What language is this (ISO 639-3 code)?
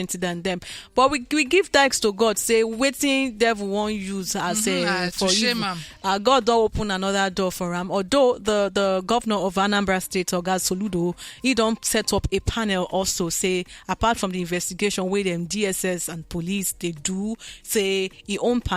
pcm